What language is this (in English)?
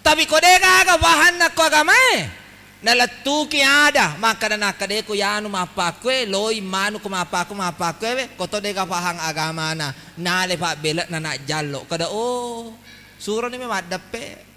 Buginese